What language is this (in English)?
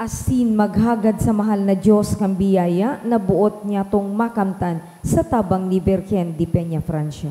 Bikol